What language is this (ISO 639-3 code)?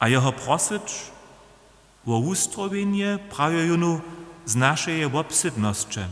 hsb